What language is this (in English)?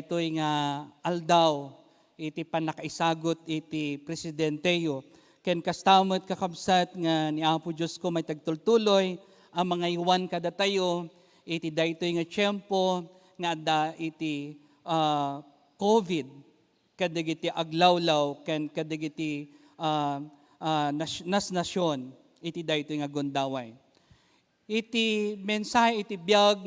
Iloko